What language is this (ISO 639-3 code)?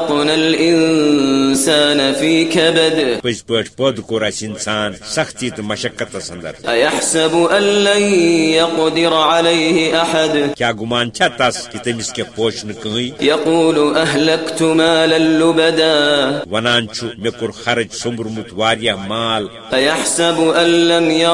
kas